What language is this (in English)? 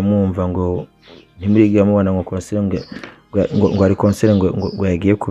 Rundi